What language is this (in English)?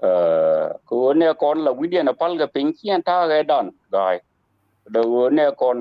Nuer